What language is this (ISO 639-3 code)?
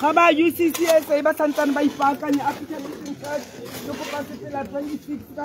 tsn